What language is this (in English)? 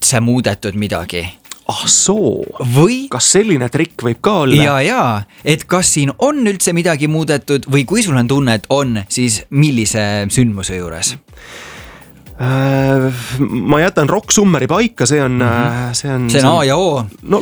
Estonian